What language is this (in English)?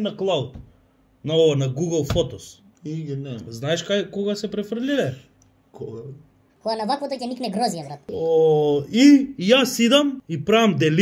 Macedonian